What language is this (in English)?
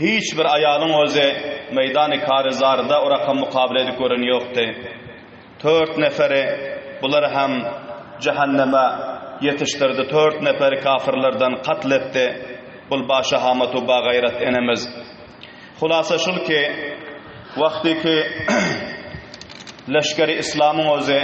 Turkmen